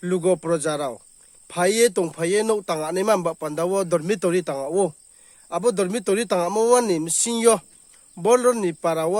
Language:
Riang (India)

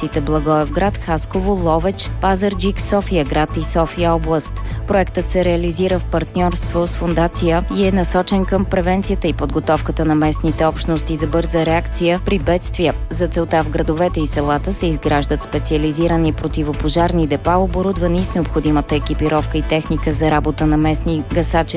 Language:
Bulgarian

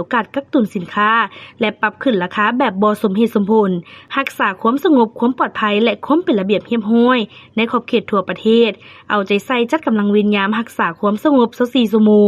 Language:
Lao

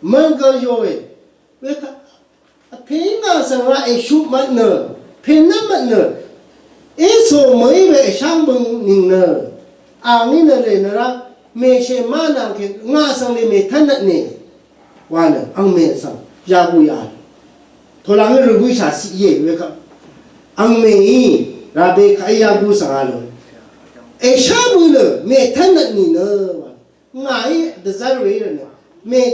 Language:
Rawang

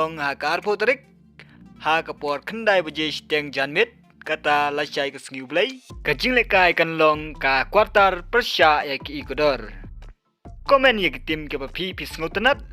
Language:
Khasi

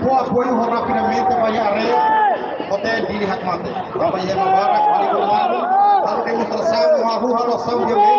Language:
Tetum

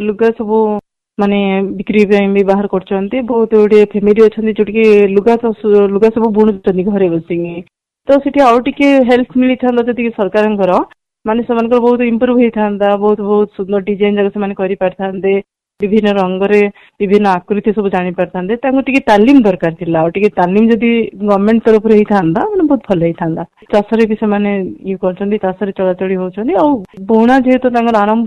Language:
Odia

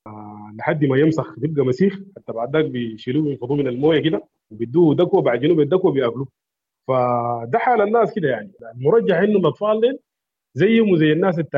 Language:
Sudanese Arabic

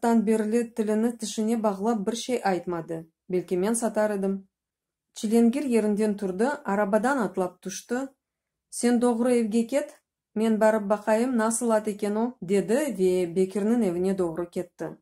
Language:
Crimean Tatar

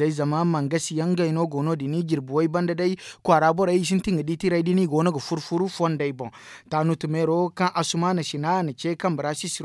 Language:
Zarma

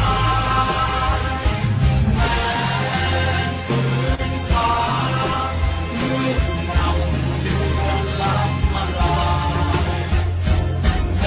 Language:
Thai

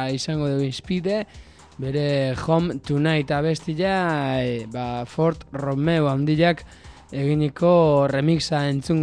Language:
Basque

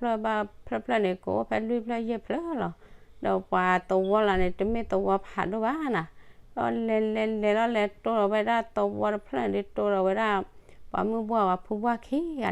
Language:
S'gaw Karen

